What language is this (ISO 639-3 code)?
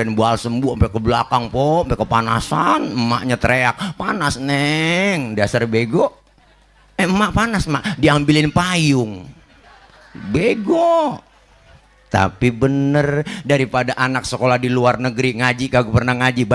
bew